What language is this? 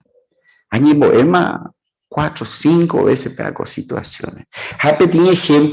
Guarani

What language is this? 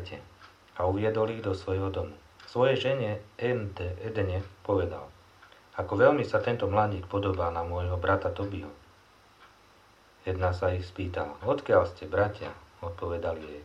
Slovak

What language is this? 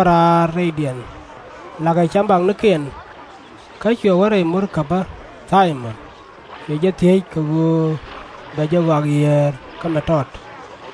Nuer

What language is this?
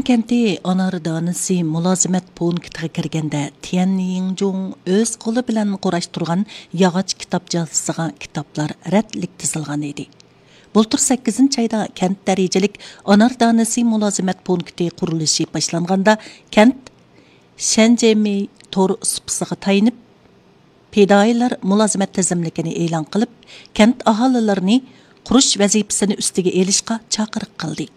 Uyghur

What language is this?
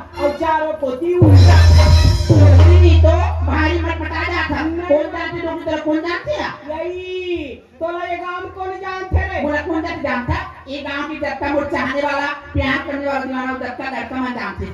Chhattisgarhi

